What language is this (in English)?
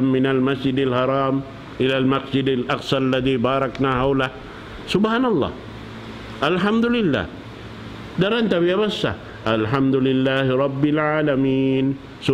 Tausug